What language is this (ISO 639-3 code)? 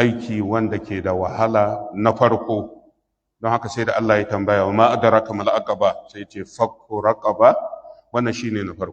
hau